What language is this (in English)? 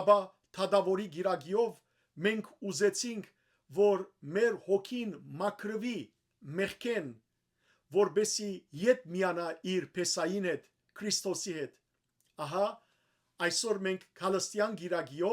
Western Armenian